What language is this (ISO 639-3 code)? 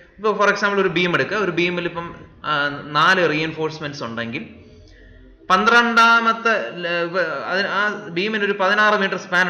mal